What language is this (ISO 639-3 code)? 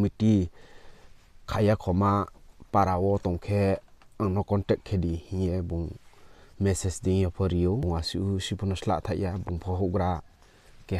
ria